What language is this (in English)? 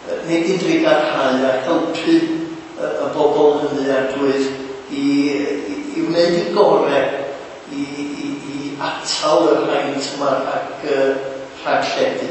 Welsh